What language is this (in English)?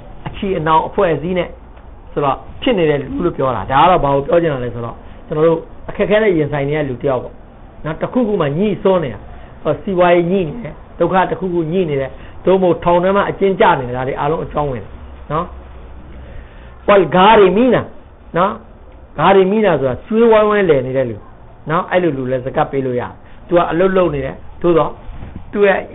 Burmese